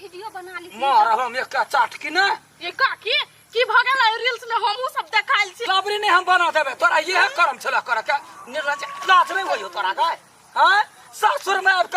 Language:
Maithili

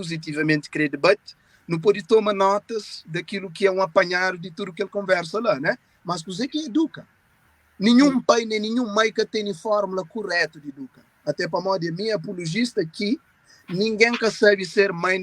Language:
Kabuverdianu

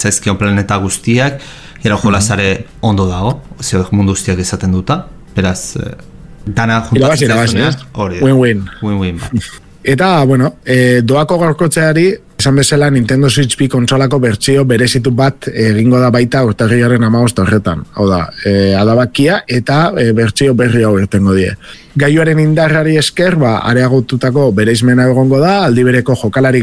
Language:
Basque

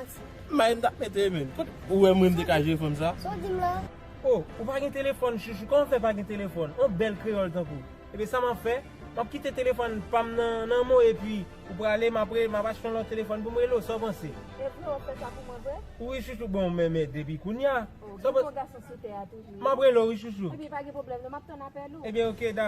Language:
Haitian Creole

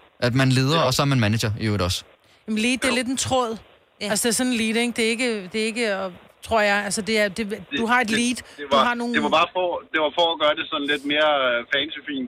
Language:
Danish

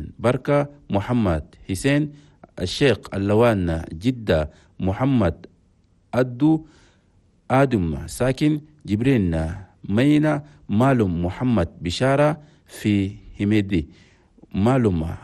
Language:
Chadian Arabic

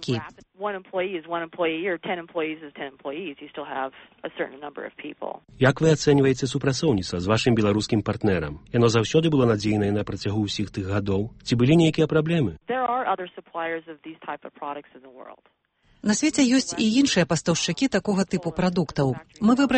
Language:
Belarusian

